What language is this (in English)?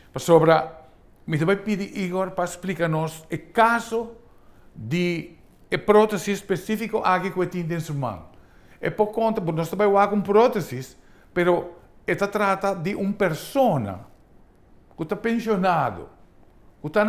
Papiamento